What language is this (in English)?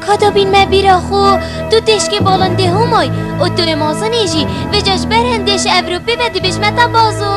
Kurdish